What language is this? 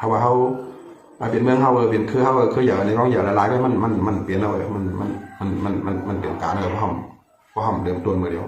Shan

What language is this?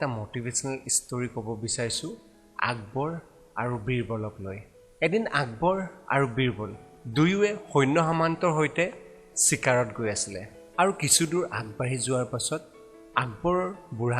Assamese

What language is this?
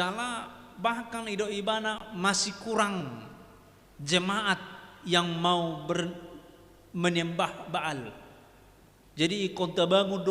Batak Toba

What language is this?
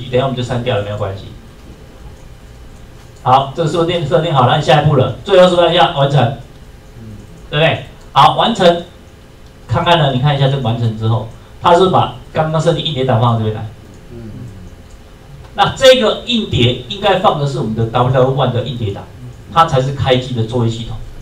Chinese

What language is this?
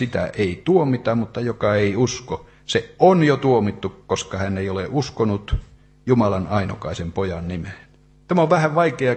Finnish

